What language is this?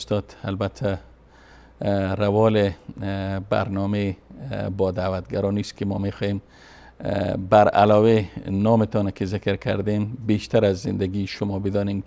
Persian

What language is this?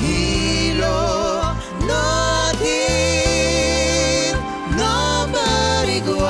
Papiamento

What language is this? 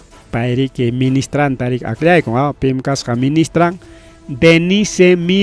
Ayacucho Quechua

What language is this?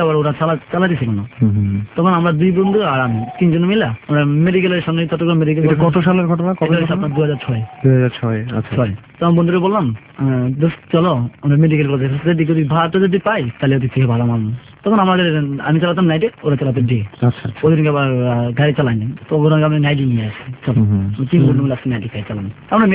Bangla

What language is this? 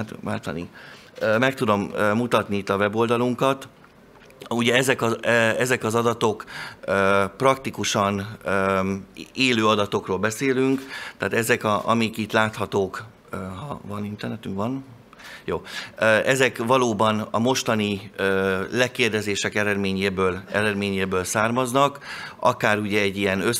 Hungarian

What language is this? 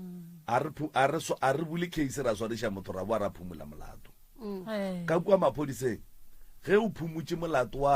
Northern Sotho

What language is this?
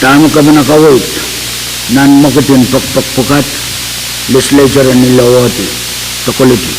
Pohnpeian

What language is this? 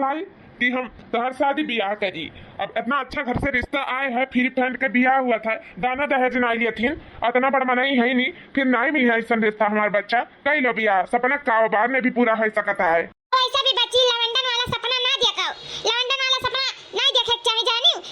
Awadhi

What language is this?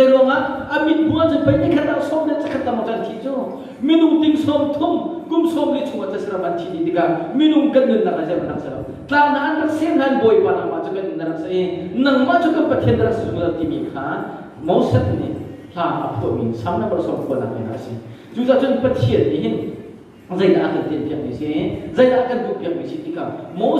Hakha Chin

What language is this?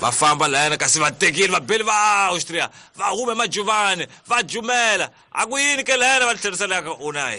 Tsonga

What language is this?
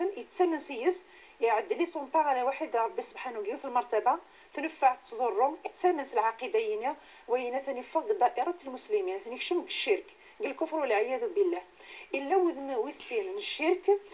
Moroccan Arabic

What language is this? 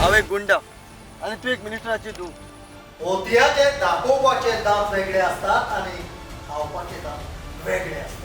Konkani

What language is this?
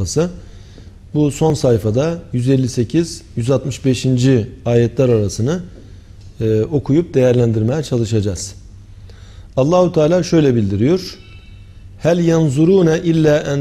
Turkish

